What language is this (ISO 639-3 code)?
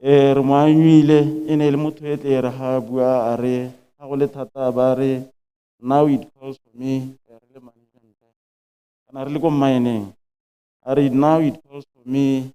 tsn